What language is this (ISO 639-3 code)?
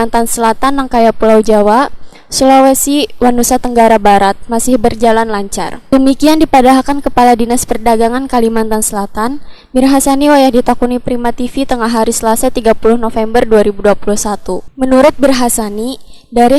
bjn